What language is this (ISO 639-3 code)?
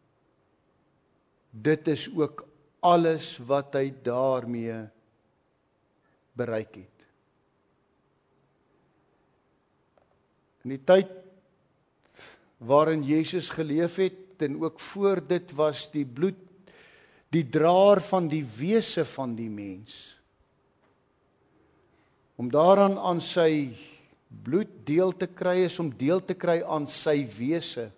afr